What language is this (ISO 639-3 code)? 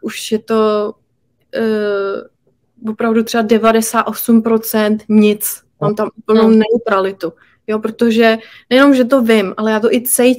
ces